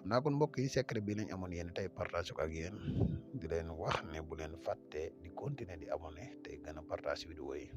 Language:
Wolof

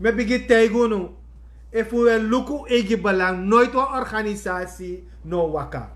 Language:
Sranan Tongo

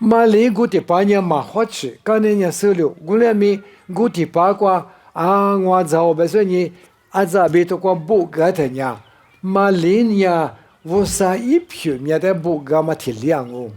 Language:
Lisu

